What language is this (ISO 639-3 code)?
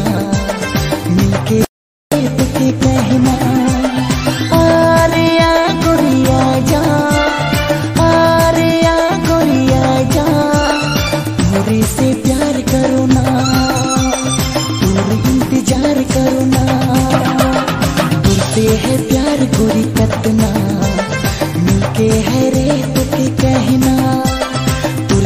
sck